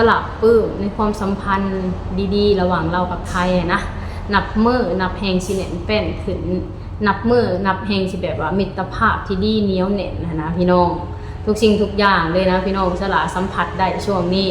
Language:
Lao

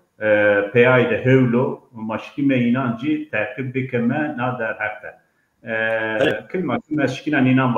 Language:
Zaza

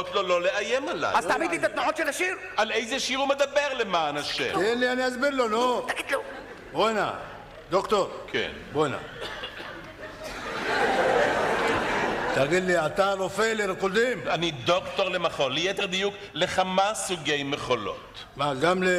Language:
Hebrew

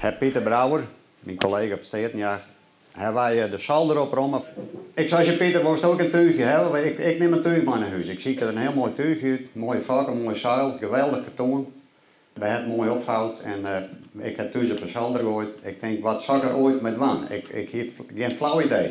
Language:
Western Frisian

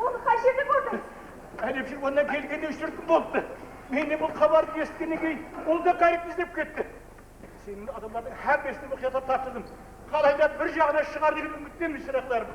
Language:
Kara-Kalpak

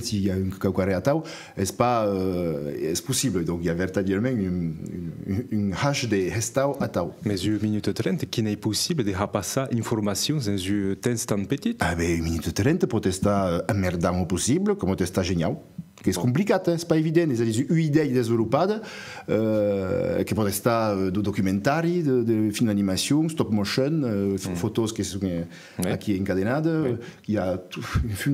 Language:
Occitan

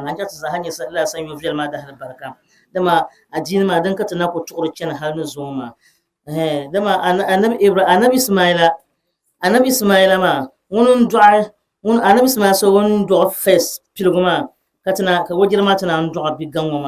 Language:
Dagbani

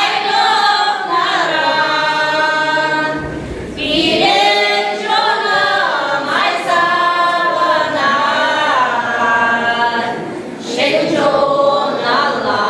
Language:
Chuvash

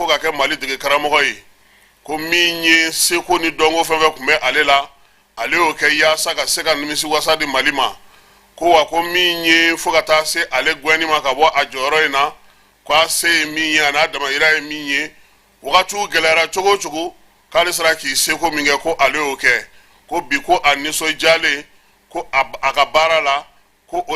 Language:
Bambara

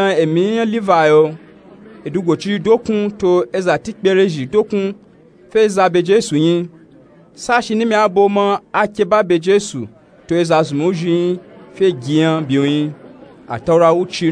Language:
Nupe-Nupe-Tako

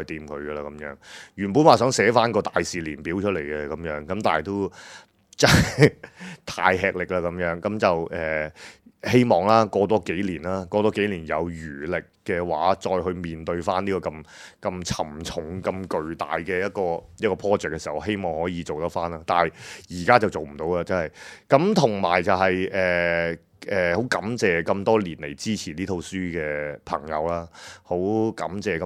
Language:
Cantonese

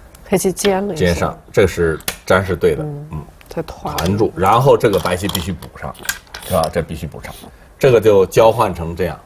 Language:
Chinese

